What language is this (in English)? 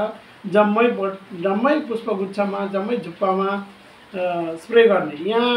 Nepali